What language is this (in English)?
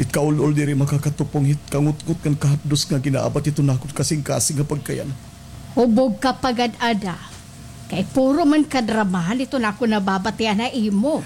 Waray